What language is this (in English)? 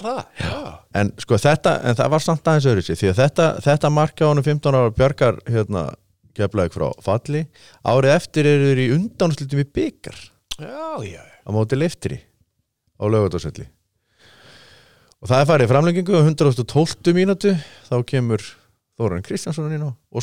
Icelandic